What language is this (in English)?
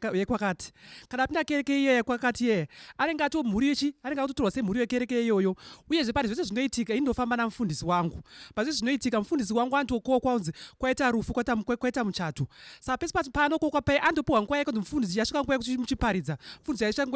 Shona